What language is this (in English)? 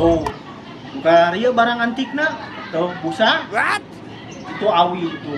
Sundanese